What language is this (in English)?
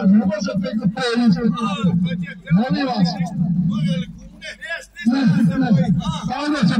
Croatian